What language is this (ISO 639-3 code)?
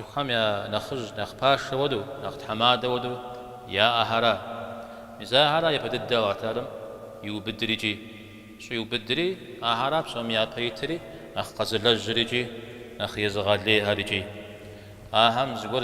kbd